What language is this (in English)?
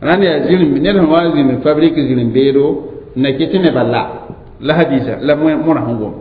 Mossi